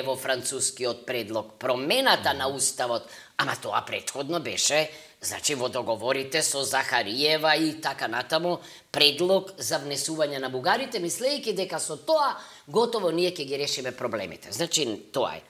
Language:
Macedonian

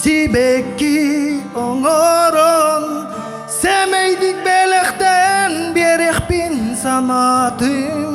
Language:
Yakut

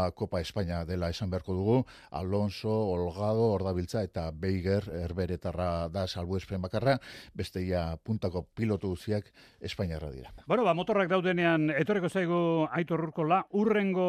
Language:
Basque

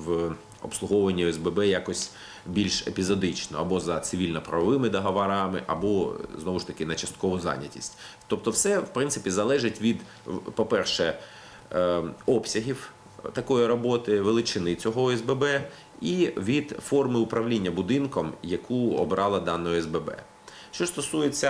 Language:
Ukrainian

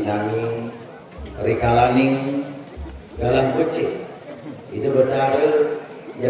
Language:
Balinese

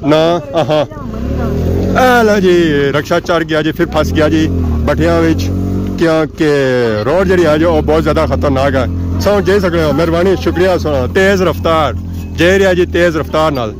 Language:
Pahari-Potwari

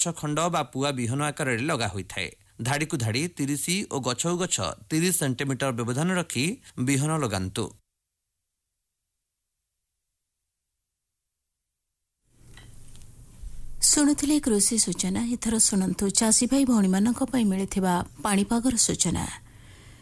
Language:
Odia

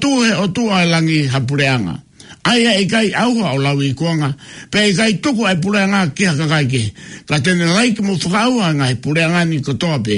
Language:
Tongan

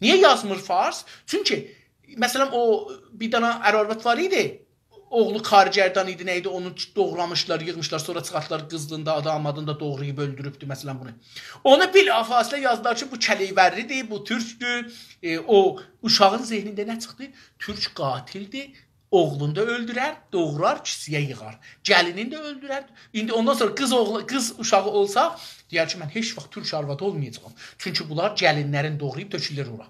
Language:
South Azerbaijani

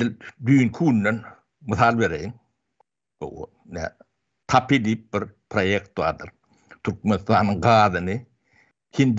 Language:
Turkmen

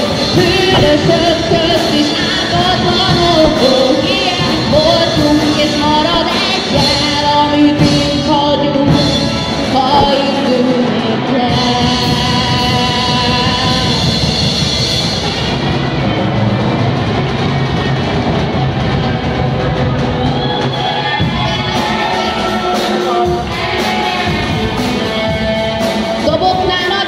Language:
Hungarian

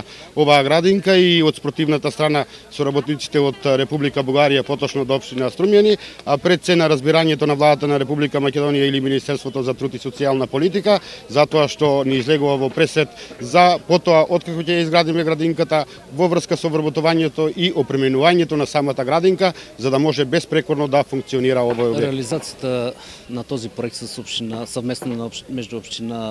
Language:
Macedonian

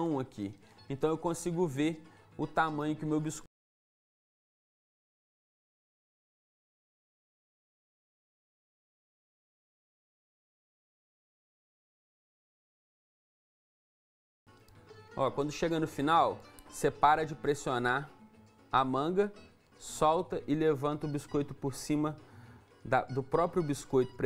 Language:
Portuguese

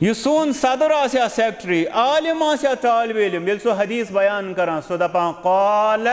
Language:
Kashmiri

